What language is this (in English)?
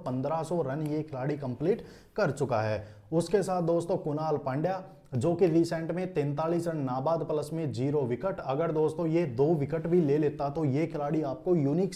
Hindi